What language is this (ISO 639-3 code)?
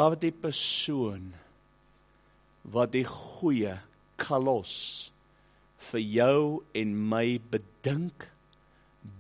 afr